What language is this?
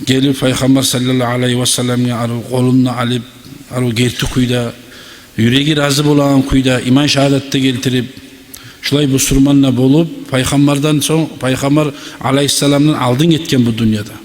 Kumyk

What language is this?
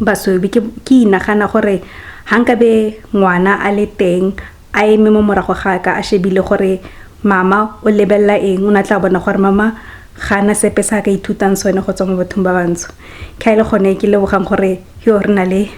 Tswana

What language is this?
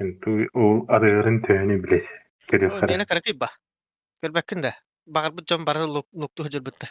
Yakut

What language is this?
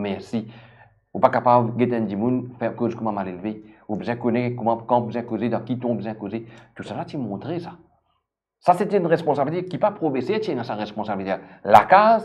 Morisyen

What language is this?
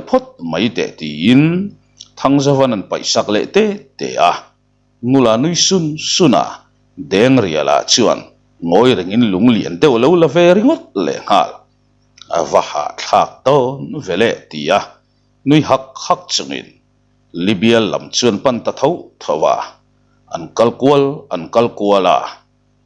Mizo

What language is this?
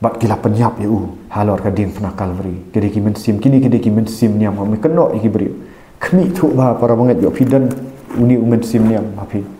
Khasi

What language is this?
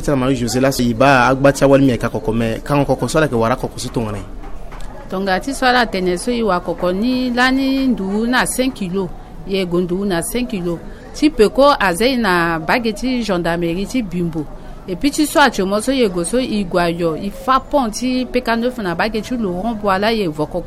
Sango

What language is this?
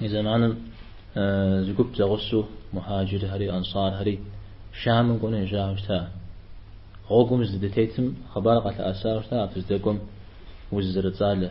Kabardian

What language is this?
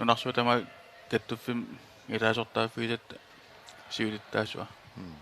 Kalaallisut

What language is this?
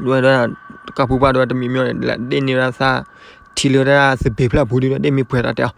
S'gaw Karen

